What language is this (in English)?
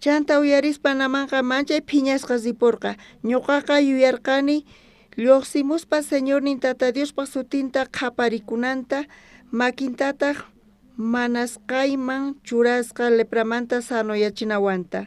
South Bolivian Quechua